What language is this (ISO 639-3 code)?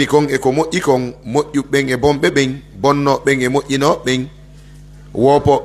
fuf